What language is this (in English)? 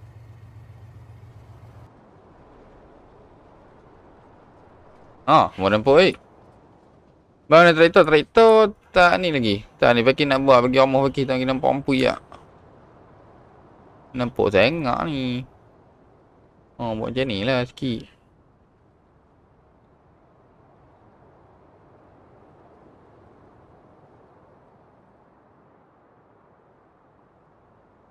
Malay